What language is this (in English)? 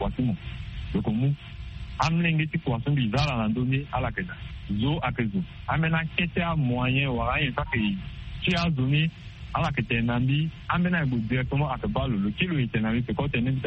Sango